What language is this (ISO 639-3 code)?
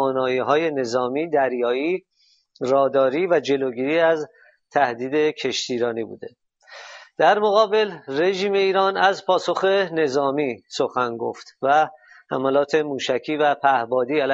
fas